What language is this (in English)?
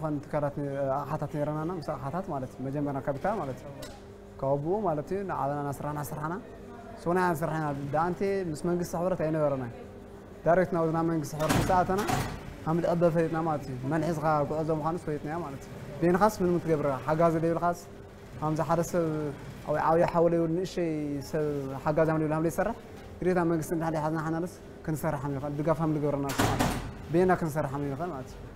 Tigrinya